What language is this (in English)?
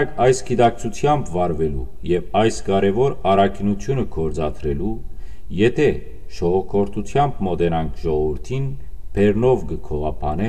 Western Armenian